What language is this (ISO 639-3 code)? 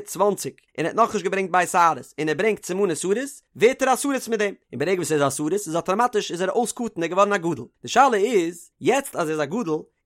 yid